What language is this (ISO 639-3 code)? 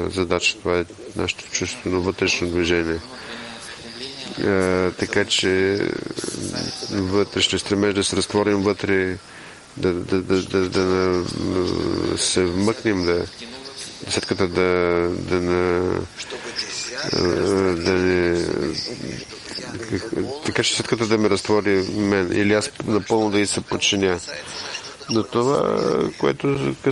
bul